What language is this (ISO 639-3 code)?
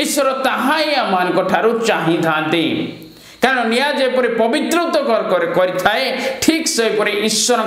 ori